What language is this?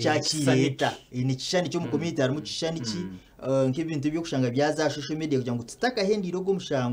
Nyankole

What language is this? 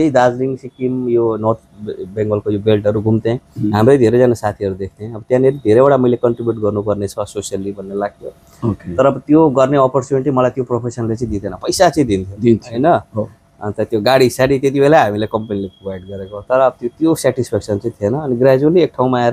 Nepali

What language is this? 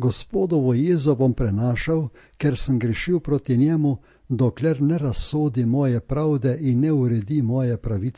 Slovenian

